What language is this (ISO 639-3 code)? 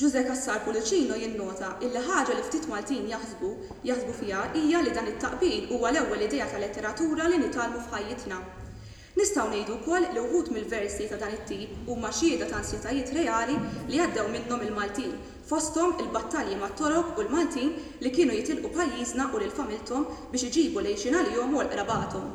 mlt